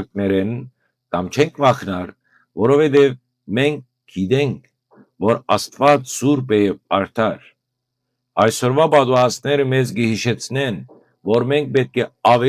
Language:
Western Armenian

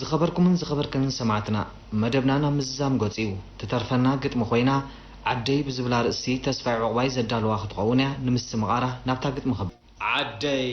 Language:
Tigrinya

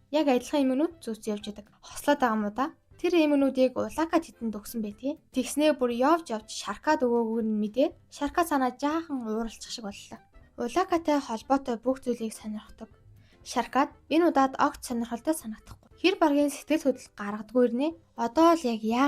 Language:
Mongolian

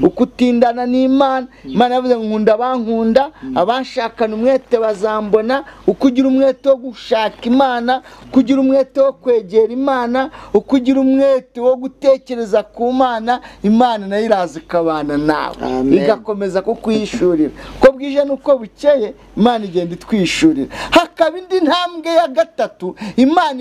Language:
Kinyarwanda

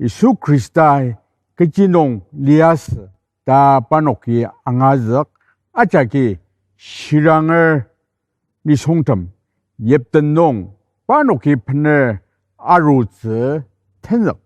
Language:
Ao Naga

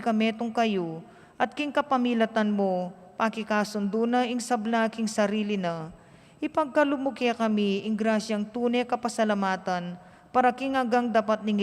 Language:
Pampanga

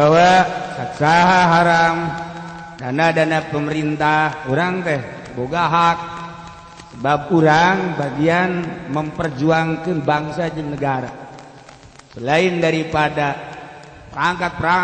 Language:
Sundanese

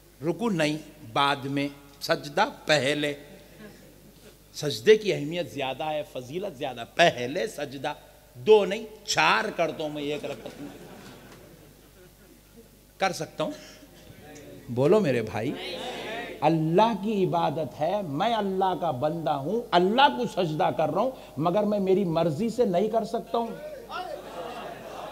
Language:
Urdu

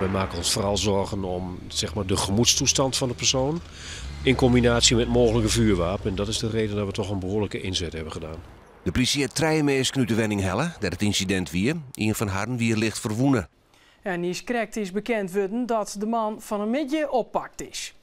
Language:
Western Frisian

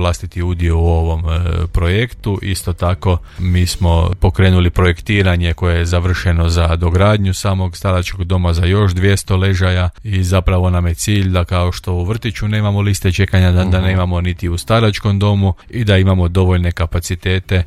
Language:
Croatian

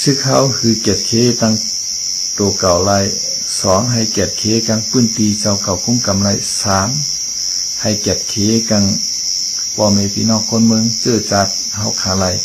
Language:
Shan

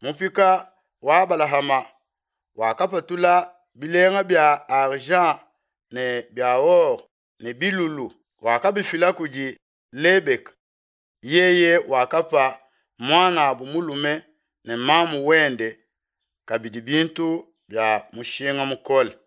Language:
Luba-Lulua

